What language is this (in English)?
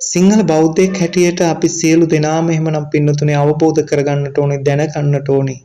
Sinhala